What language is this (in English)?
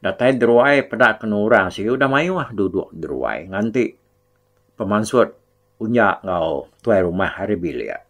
Iban